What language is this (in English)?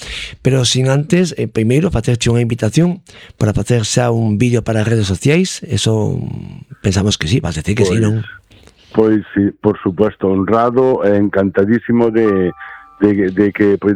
Galician